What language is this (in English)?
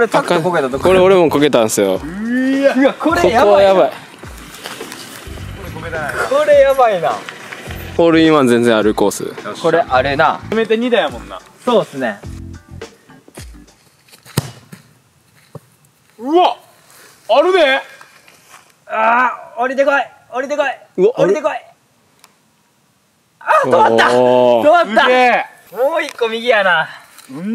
Japanese